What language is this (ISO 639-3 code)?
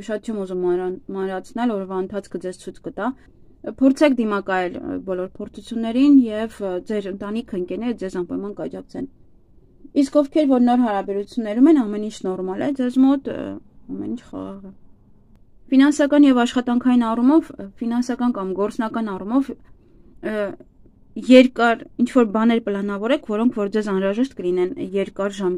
hye